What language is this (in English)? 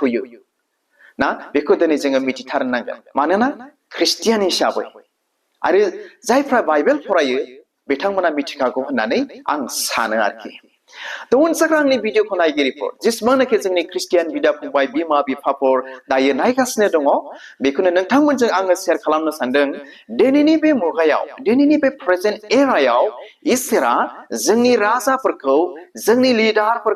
Bodo